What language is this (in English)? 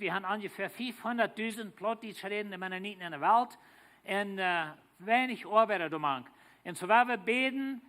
Plautdietsch